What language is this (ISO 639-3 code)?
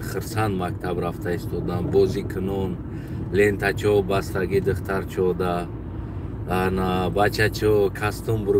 tgk